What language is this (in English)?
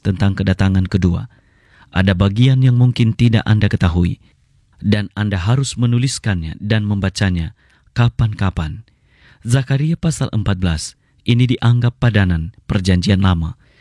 Indonesian